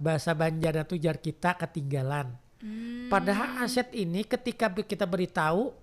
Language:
Banjar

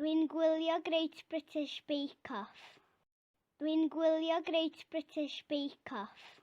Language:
Welsh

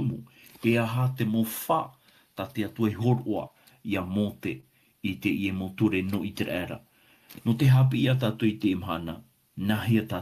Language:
Tahitian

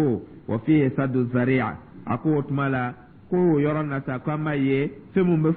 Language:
Dyula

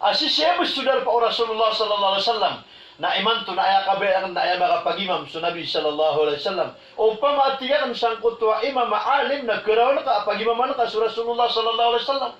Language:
Maranao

